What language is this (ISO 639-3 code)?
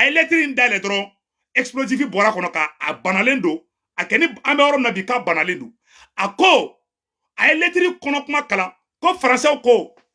bam